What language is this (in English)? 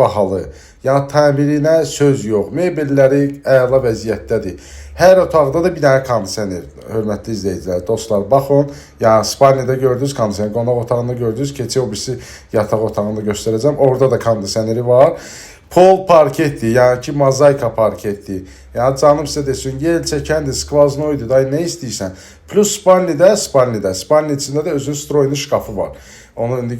Azerbaijani